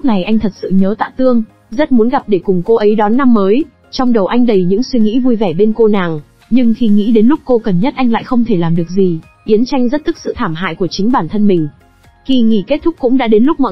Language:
Vietnamese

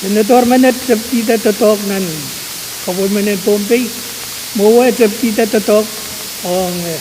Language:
Pohnpeian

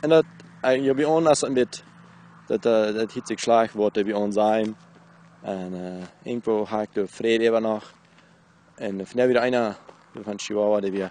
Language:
Plautdietsch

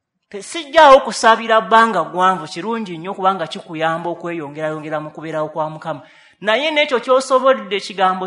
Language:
Ganda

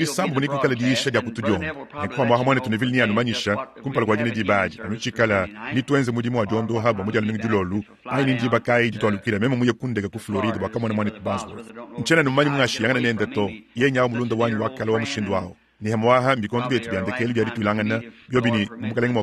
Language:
Luba-Lulua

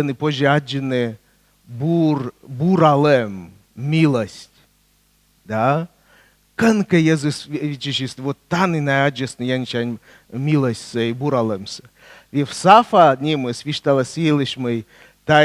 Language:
Komi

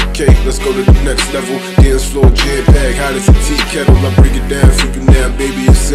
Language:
English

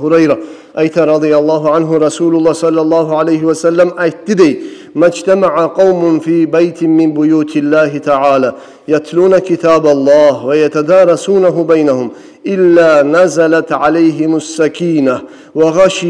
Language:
Kumyk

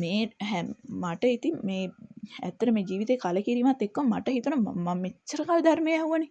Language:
Sinhala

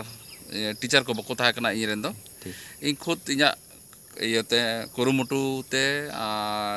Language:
Santali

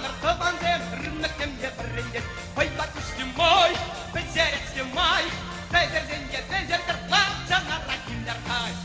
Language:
Chuvash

